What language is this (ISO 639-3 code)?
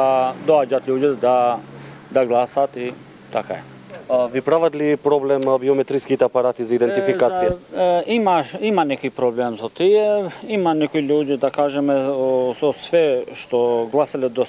mkd